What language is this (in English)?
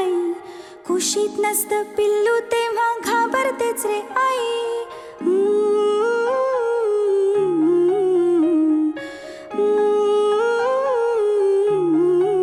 Marathi